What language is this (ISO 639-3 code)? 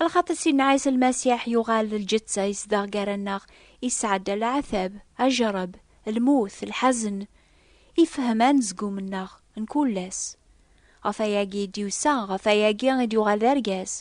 kab